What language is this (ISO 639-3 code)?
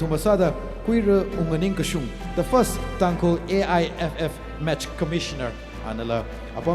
nmf